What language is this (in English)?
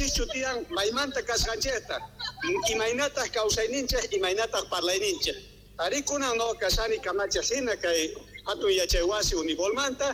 South Bolivian Quechua